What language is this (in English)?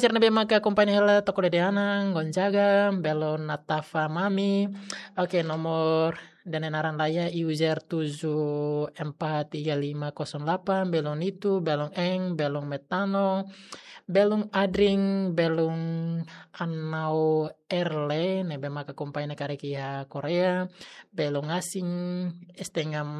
Tetum